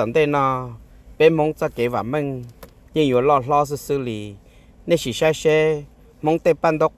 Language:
Hmong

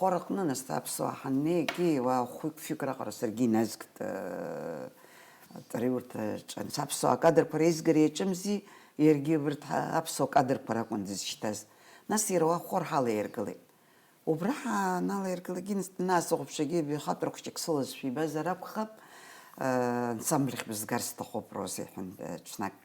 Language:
Abkhazian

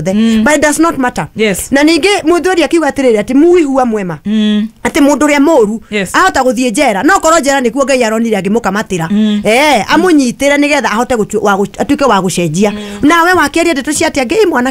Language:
Kikuyu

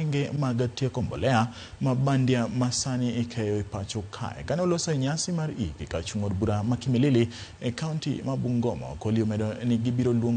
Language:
Luo (Kenya and Tanzania)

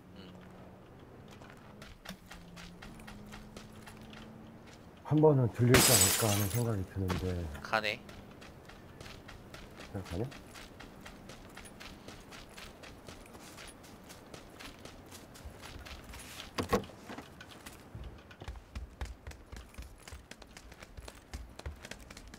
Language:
Korean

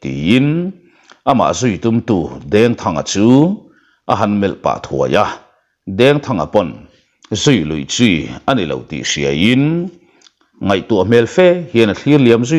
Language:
Mizo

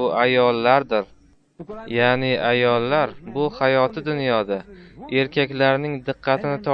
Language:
Uzbek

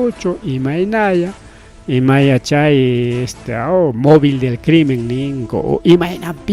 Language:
Ayacucho Quechua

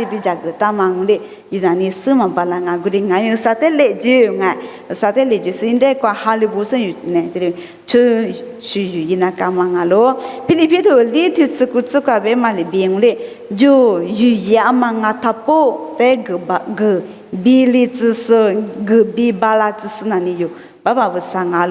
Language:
Lisu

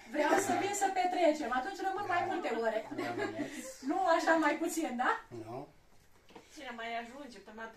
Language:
Romanian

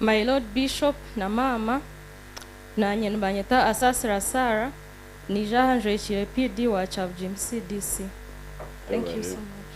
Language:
Nyankole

